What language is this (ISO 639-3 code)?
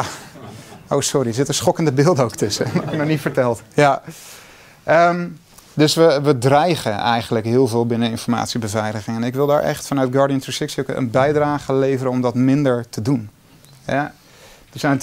nld